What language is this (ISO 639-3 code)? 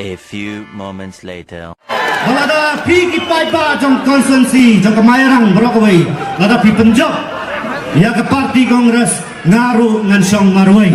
kha